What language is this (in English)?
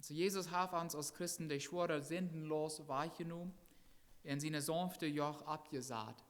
Plautdietsch